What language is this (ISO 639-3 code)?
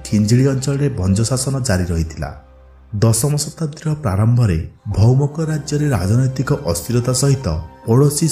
ori